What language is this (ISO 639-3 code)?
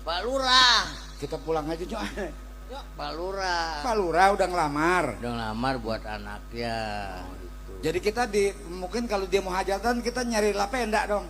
bew